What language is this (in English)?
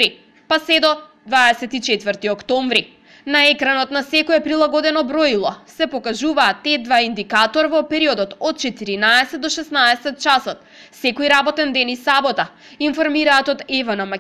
Macedonian